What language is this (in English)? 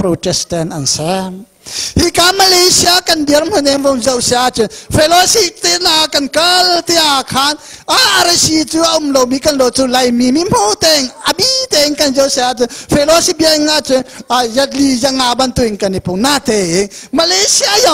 Hakha Chin